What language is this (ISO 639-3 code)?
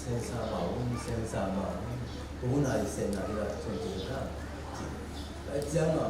ctd